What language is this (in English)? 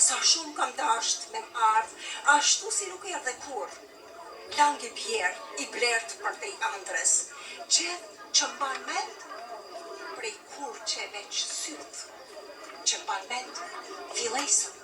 Albanian